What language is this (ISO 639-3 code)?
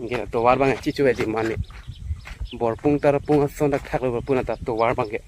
mjw